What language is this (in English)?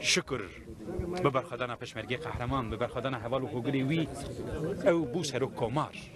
Kurdish